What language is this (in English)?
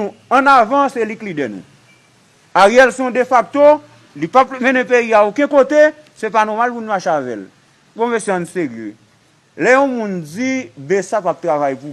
Haitian Creole